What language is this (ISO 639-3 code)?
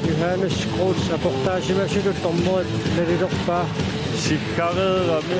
kal